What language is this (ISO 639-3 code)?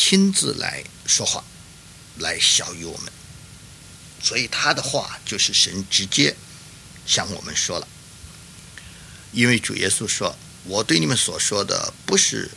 zho